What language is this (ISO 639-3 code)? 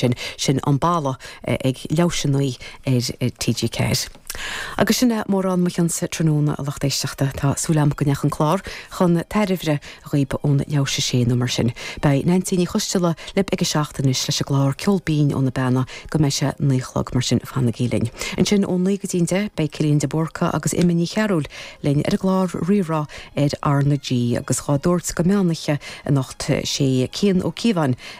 gle